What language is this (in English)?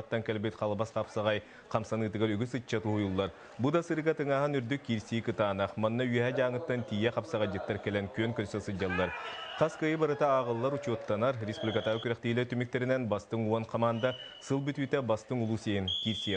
Yakut